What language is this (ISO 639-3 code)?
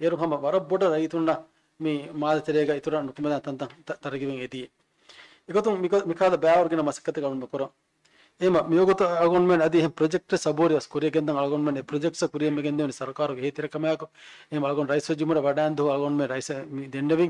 div